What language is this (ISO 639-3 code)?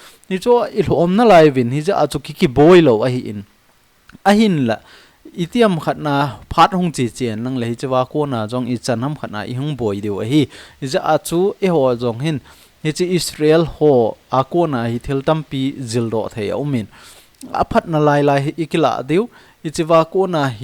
tcz